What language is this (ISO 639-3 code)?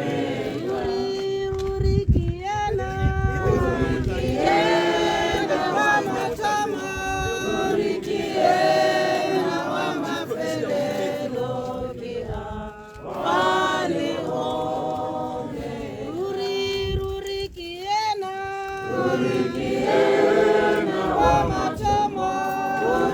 tsn